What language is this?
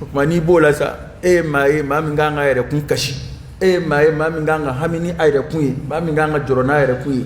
Dyula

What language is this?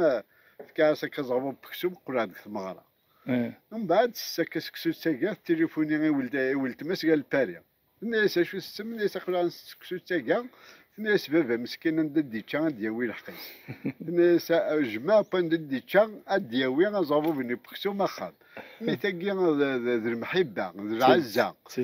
Kabyle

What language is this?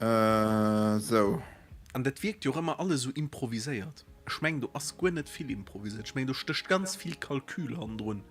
Luxembourgish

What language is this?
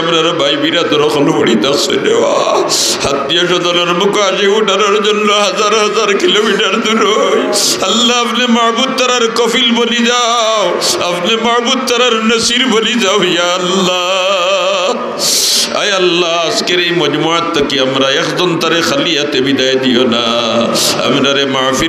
Sylheti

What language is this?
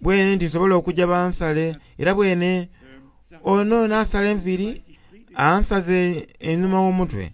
Soga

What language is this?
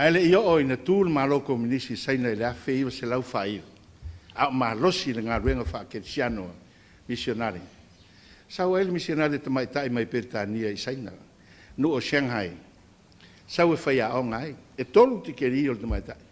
Samoan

